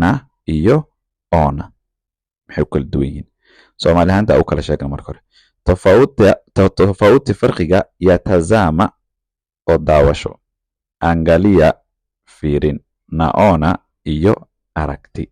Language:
Somali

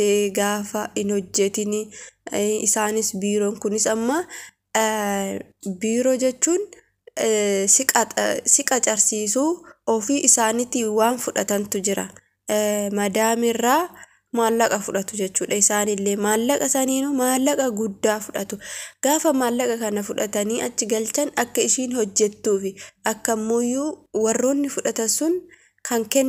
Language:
Oromo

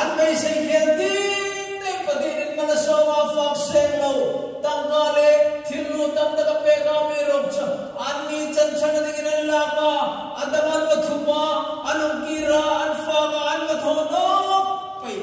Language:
Hmar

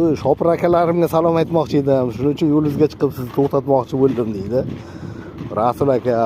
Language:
Uzbek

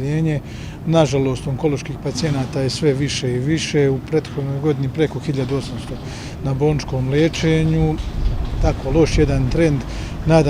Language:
Bosnian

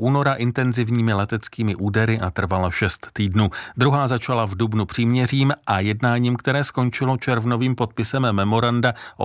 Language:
Czech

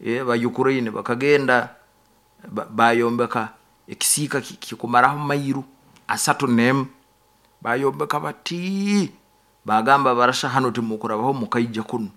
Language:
Nyoro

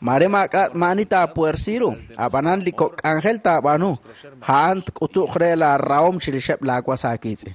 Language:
Kekchí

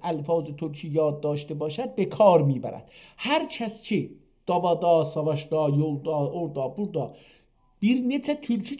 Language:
South Azerbaijani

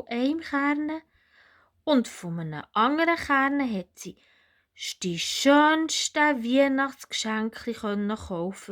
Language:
Swiss German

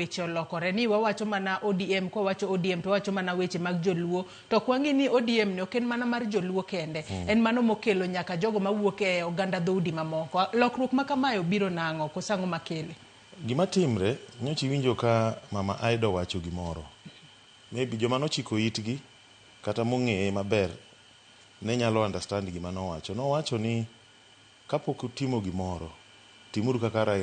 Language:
Luo (Kenya and Tanzania)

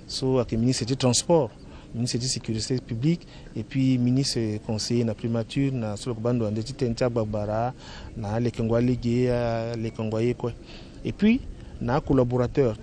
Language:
Sango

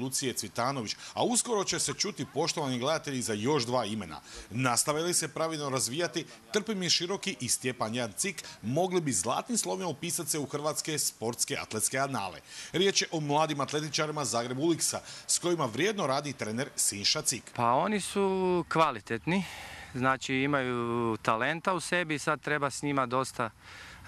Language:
Croatian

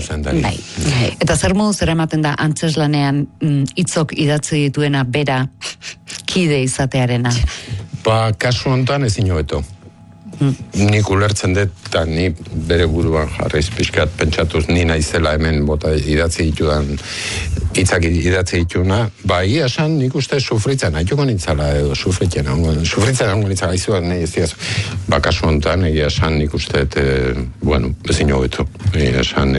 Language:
Basque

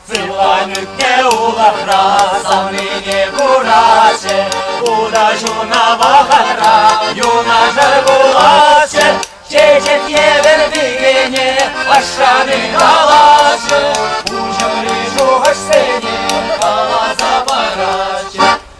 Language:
Chuvash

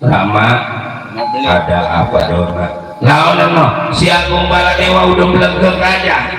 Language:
Betawi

